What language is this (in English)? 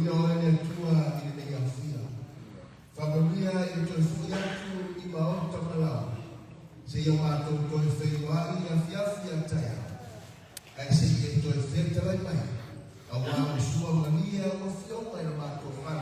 Samoan